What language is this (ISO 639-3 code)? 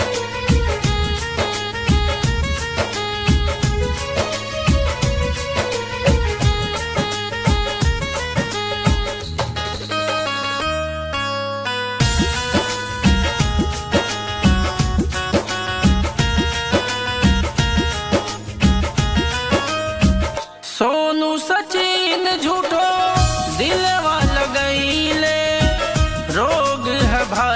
bho